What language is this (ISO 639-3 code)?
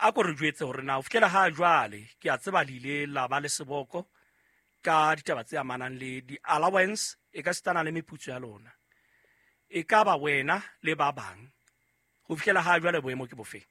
sot